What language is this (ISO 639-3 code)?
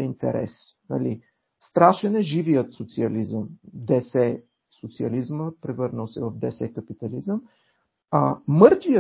bul